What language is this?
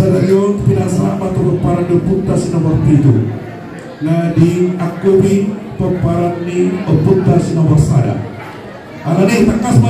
Batak Toba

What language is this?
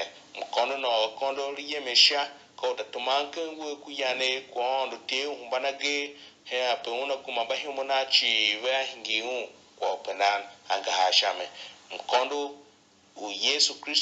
Tiv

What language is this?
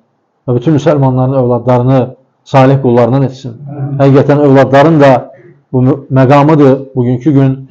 Azerbaijani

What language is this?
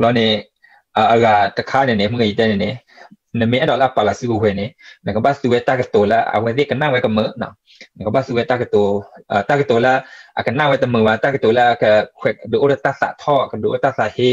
S'gaw Karen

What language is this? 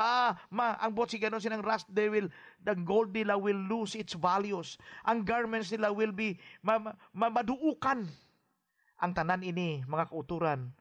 Hiligaynon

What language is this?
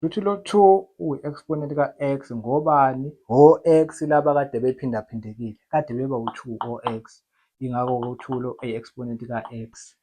Zulu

